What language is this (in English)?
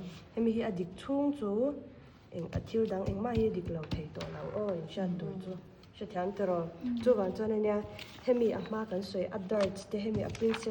Mizo